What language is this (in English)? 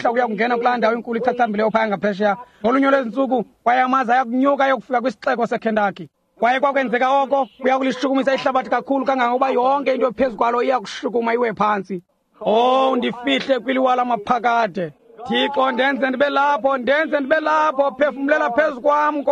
Xhosa